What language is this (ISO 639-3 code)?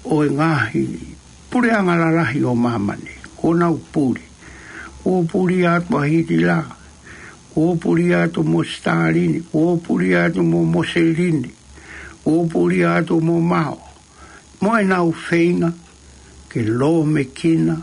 ton